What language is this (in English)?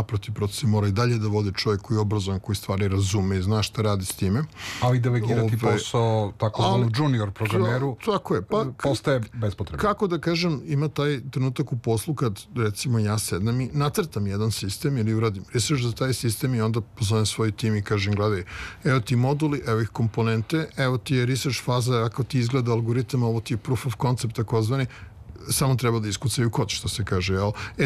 Serbian